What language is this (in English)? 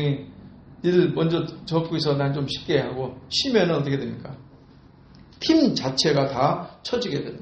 Korean